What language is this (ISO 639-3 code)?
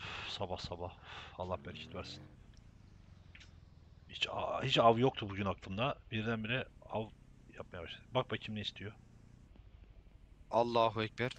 tur